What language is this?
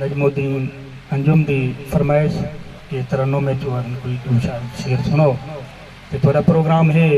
Saraiki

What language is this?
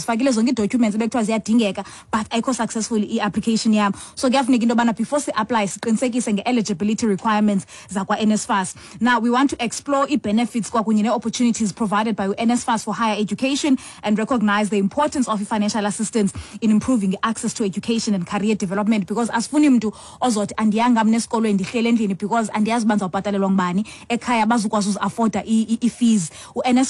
Xhosa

